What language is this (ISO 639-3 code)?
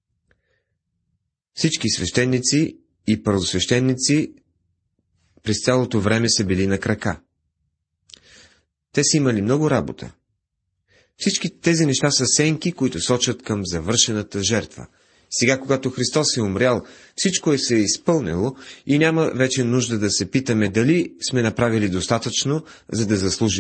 bul